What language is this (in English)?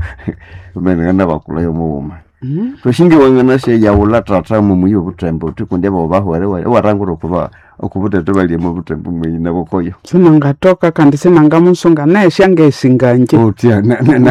Nande